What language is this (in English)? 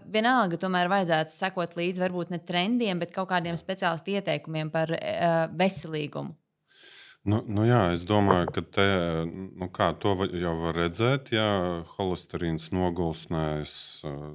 Latvian